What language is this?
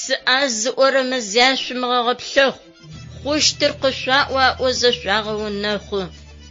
Adyghe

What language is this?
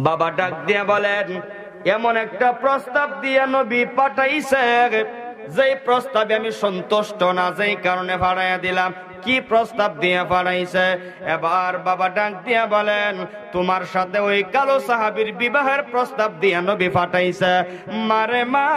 Sylheti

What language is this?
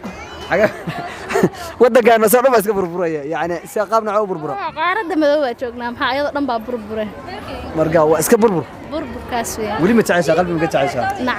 Somali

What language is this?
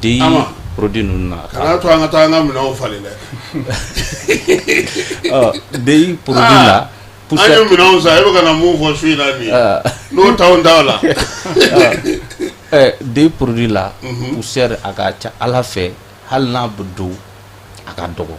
Bambara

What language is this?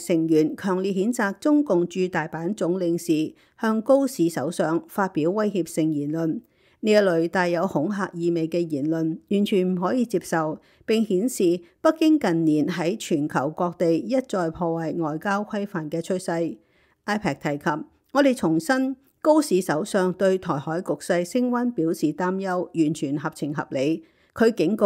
Cantonese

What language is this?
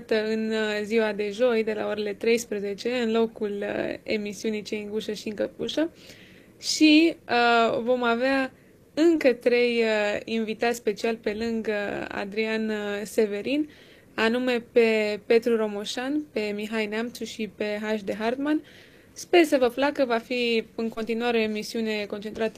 Romanian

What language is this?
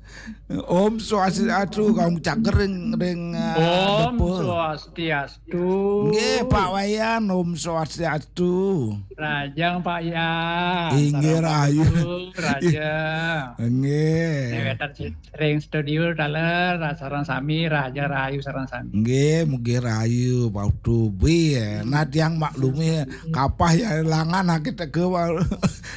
Balinese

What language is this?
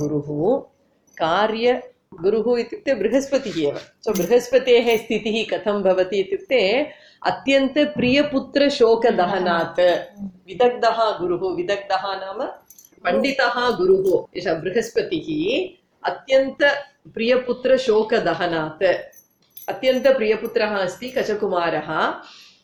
Sanskrit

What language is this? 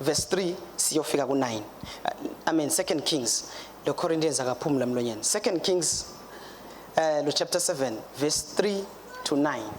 Swati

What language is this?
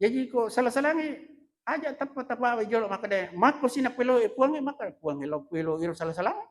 Buginese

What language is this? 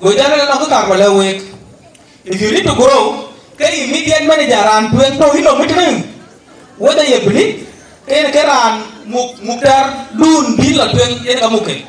Dinka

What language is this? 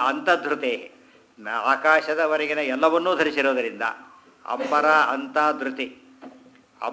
Kannada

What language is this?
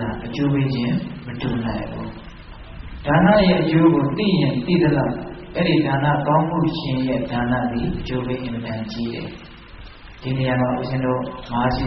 Burmese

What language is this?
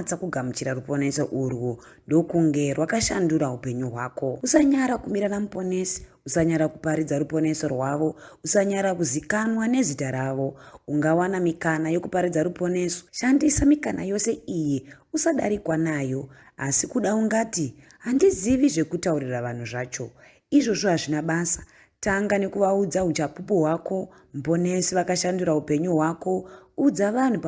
Shona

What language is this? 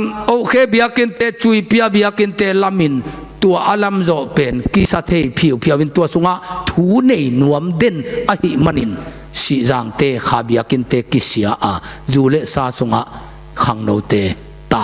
Tedim Chin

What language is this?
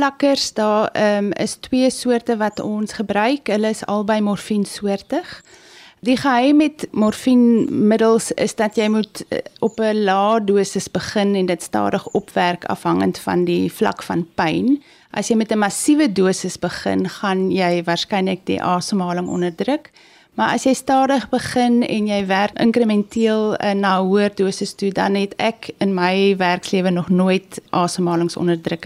Afrikaans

